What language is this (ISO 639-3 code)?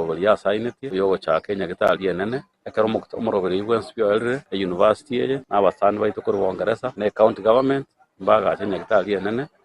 guz